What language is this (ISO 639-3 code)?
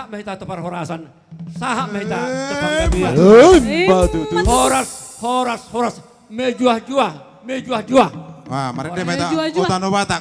bbc